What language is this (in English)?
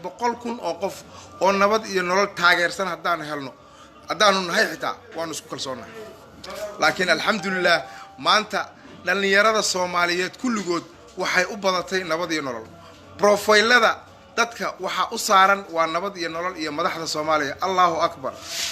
Somali